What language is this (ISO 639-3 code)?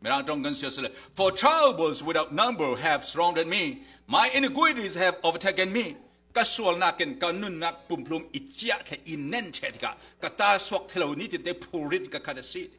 cfm